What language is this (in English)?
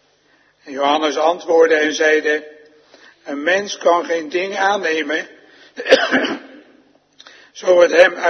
Dutch